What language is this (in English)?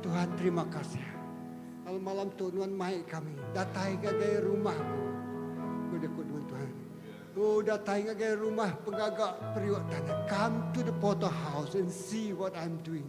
Iban